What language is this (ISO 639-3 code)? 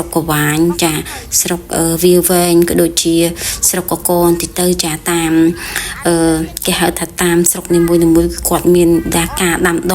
khm